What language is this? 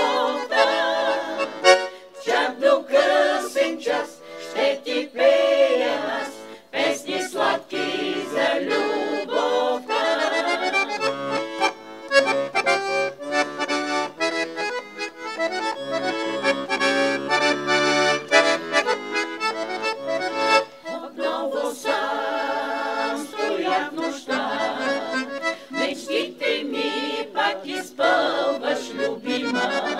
Bulgarian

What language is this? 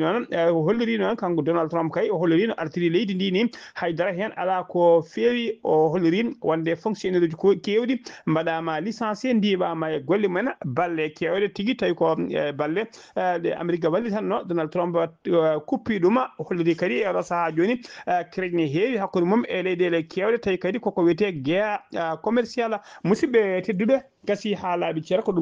Fula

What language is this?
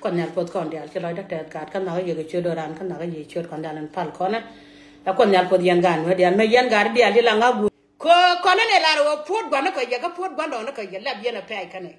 Nuer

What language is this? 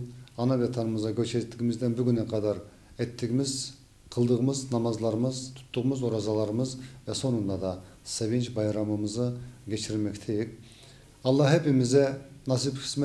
Crimean Tatar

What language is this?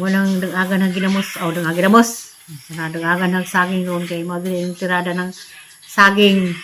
Cebuano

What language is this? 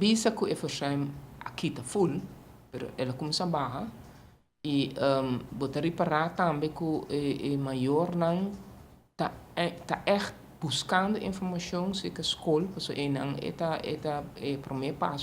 Papiamento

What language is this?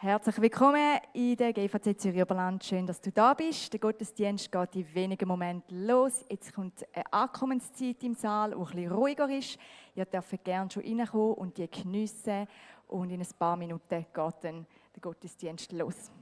Swiss German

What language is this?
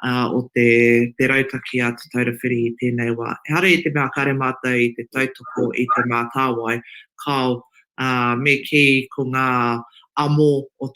Māori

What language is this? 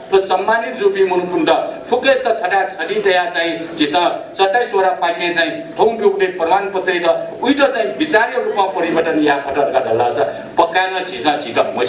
Newari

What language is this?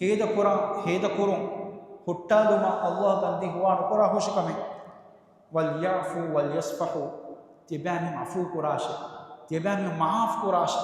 Divehi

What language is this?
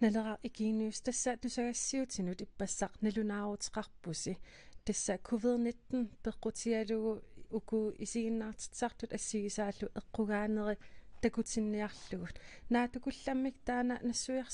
Kalaallisut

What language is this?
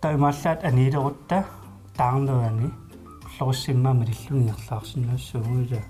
Kalaallisut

